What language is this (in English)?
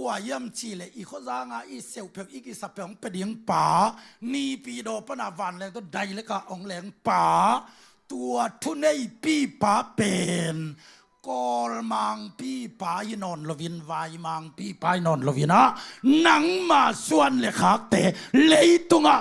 Tedim Chin